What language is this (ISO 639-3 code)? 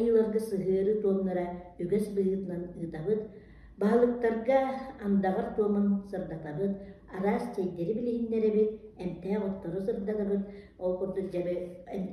sah